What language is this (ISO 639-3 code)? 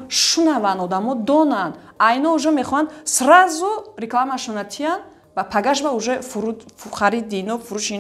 tgk